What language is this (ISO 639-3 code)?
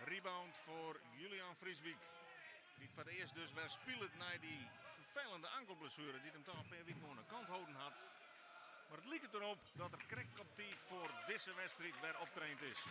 fry